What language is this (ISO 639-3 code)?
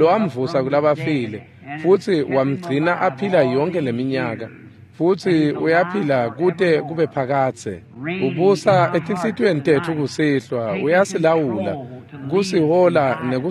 ssw